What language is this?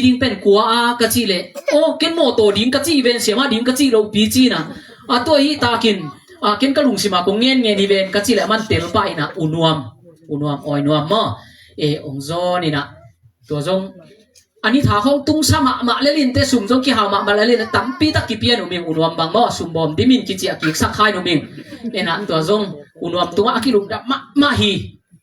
Tedim Chin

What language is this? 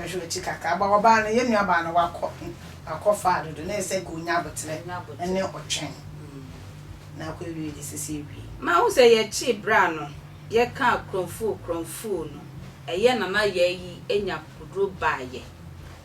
Akan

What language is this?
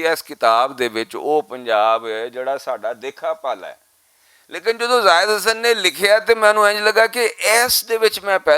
Western Panjabi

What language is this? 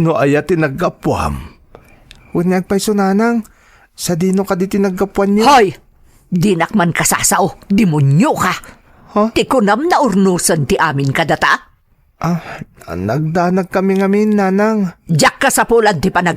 Iloko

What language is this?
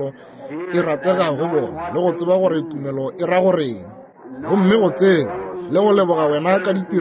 Northern Sotho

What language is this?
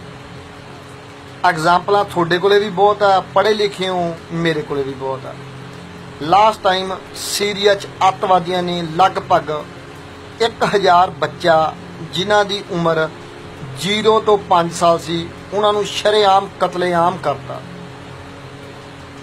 Punjabi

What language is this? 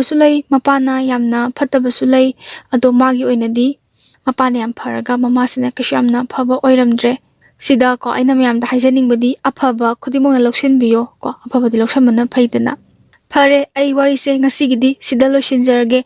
Manipuri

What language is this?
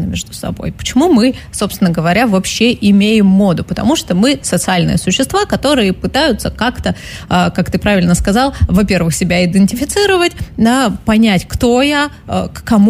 Russian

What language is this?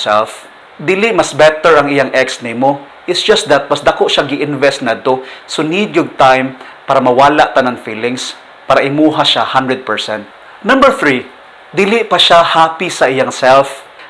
Cebuano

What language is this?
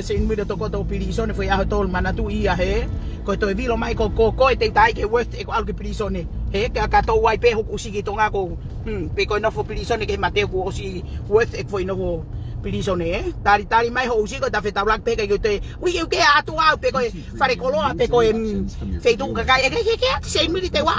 Tongan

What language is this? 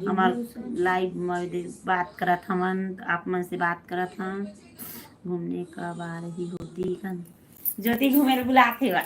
Chhattisgarhi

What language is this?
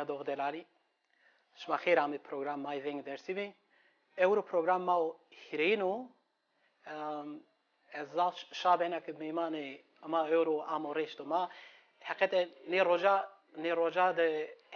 Zaza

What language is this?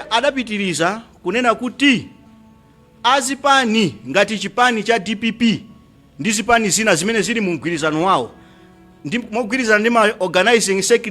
Nyanja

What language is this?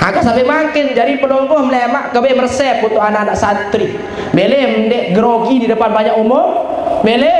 Sasak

